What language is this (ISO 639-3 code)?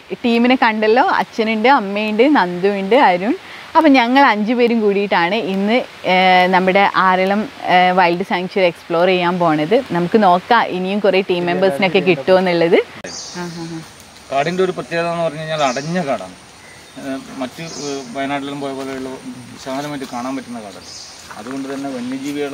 mal